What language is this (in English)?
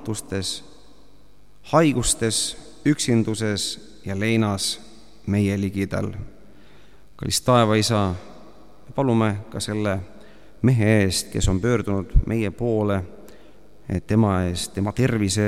Estonian